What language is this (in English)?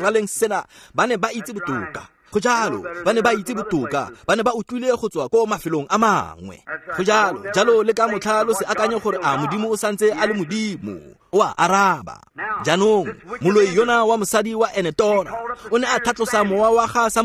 Tswana